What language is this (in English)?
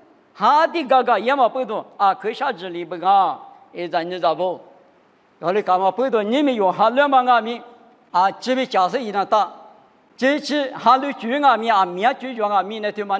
Lisu